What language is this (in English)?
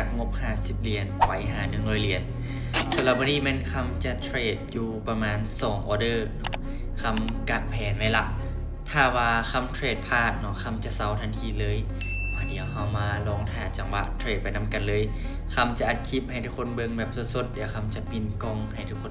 Lao